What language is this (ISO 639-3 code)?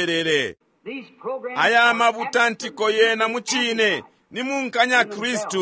bem